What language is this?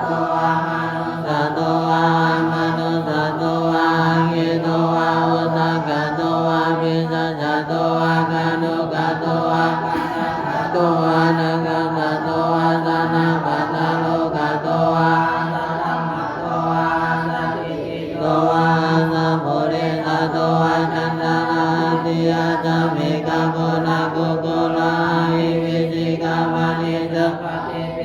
Pali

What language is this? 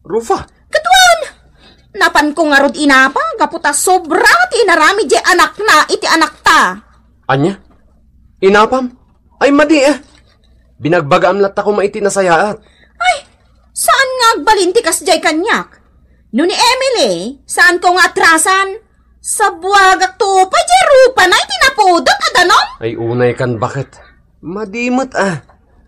Iloko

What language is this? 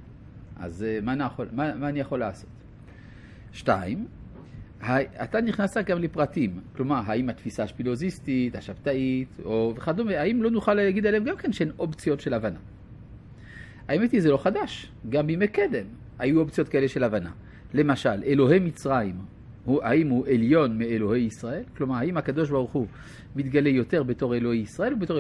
Hebrew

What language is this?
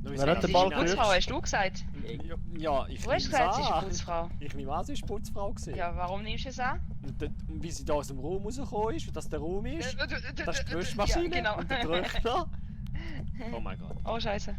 Swiss German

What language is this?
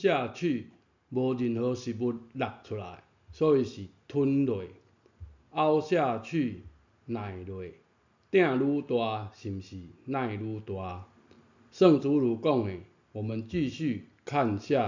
Min Nan Chinese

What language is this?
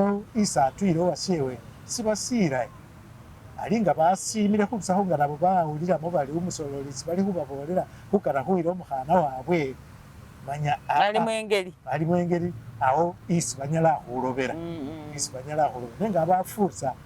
Masaaba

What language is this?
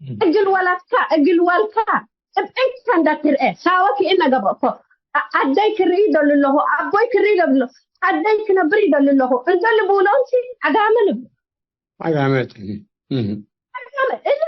Tigre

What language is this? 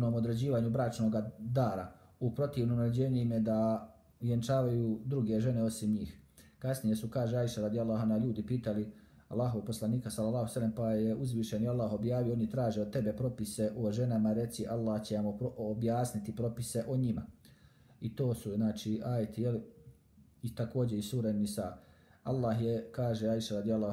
Bosnian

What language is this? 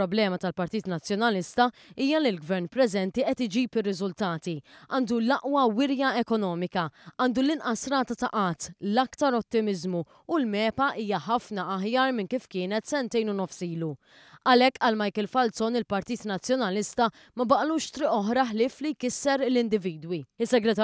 Maltese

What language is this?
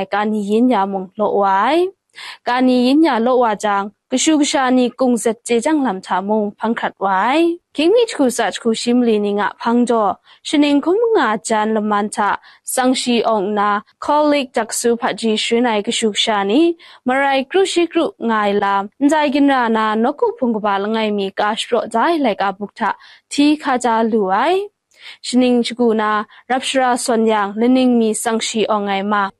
Kachin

